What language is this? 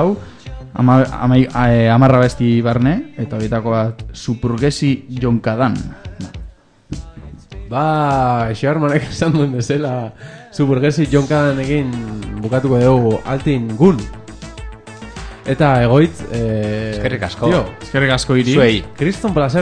Basque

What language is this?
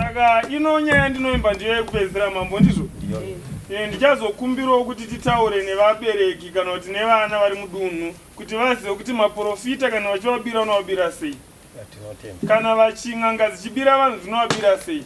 Shona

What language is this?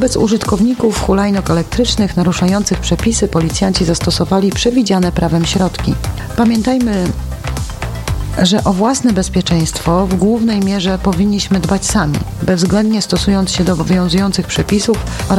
Polish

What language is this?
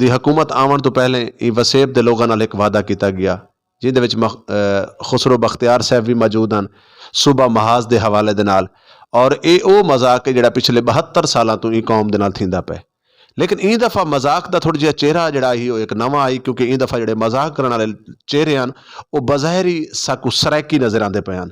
Saraiki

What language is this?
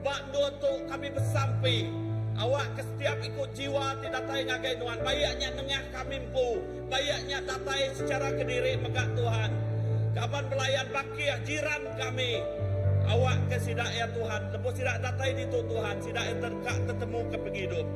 Iban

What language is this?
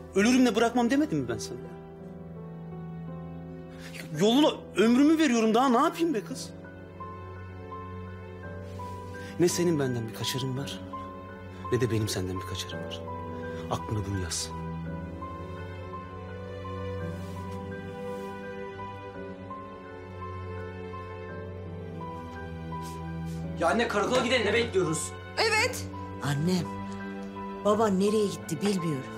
Turkish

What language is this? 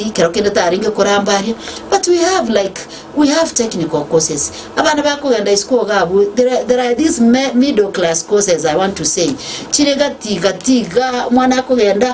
Gusii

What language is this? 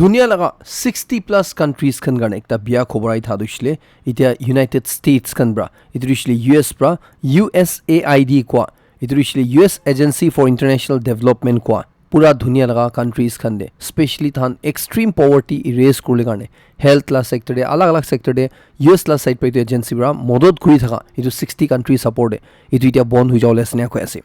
Naga Pidgin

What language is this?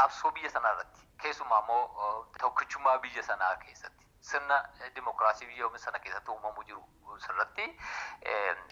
Oromo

